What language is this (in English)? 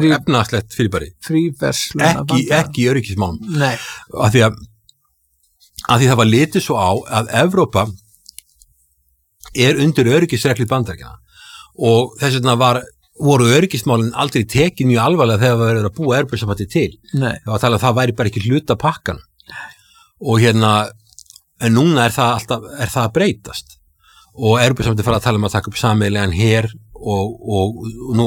Icelandic